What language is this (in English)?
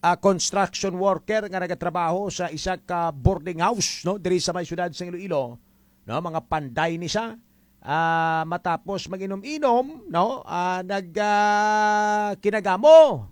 Hiligaynon